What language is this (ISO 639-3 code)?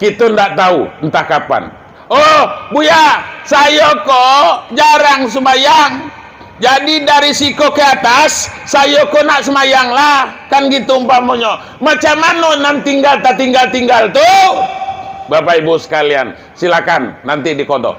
min